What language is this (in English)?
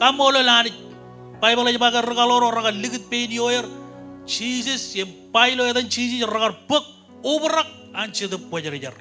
Marshallese